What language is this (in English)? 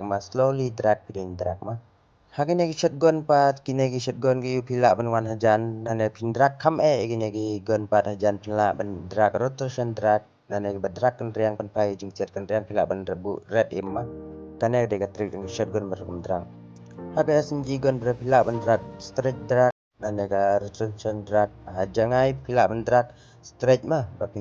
Khasi